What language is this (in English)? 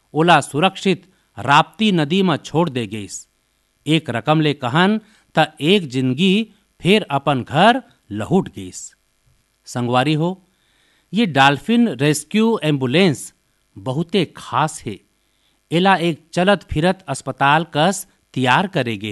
Chhattisgarhi